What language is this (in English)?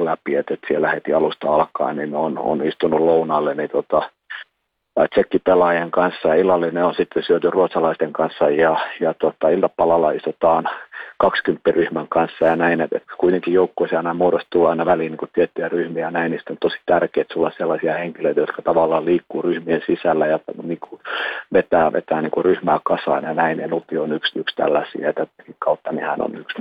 Finnish